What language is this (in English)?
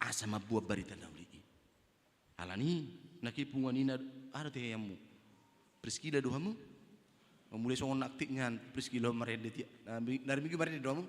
Batak Toba